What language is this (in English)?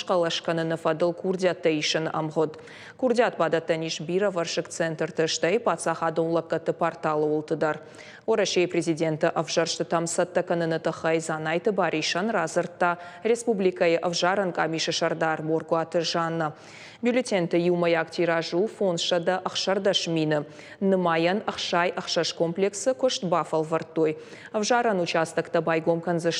Ossetic